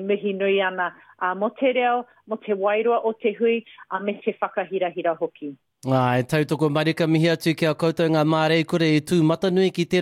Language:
Māori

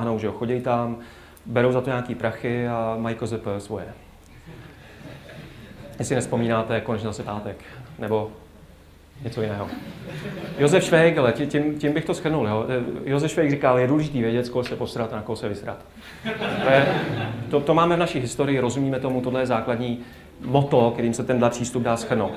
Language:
Czech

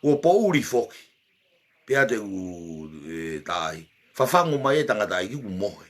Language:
Tongan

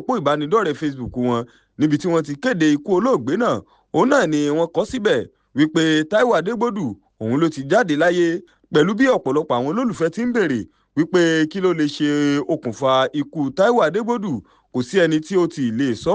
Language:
Yoruba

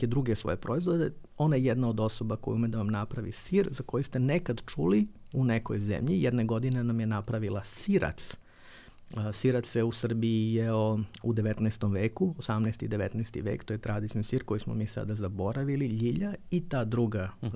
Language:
Serbian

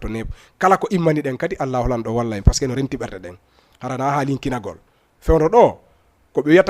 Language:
Fula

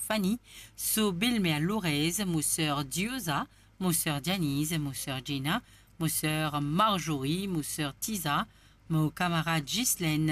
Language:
Morisyen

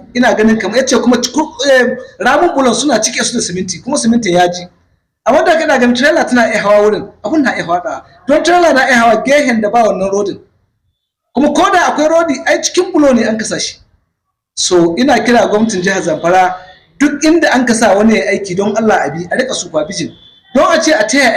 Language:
Hausa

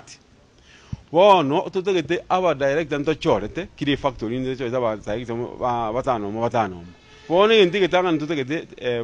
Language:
Gusii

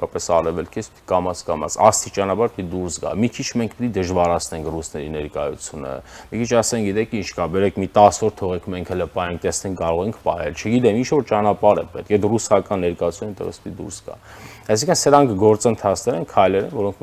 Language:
Armenian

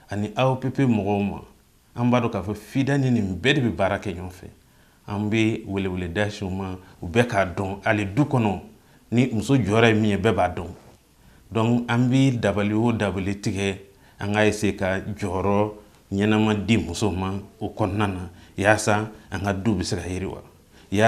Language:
Bambara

